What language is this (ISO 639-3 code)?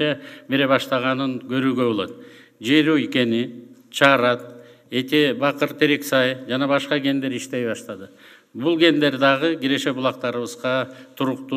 kir